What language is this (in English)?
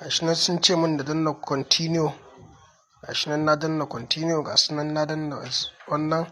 Hausa